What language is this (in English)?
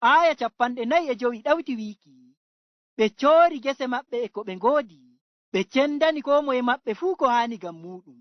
Fula